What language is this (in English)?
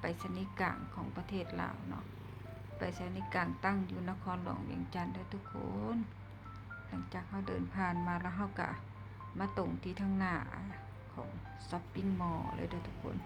Lao